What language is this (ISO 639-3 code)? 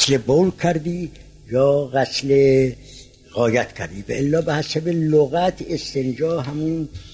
fas